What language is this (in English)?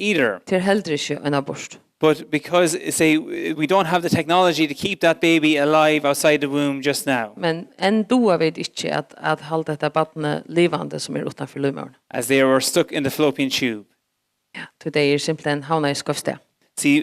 Faroese